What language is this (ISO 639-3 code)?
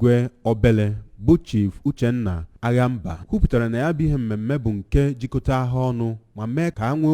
ibo